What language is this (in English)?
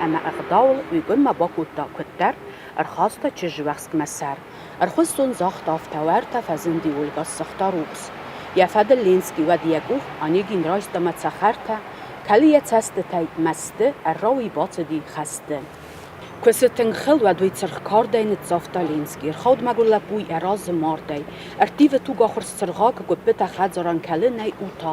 Ossetic